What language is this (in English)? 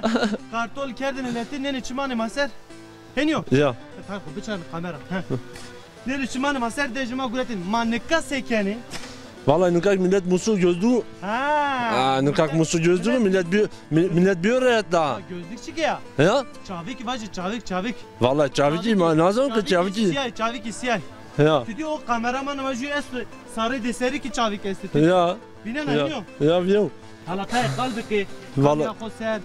Zaza